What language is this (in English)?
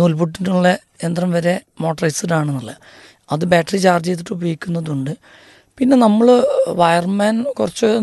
Malayalam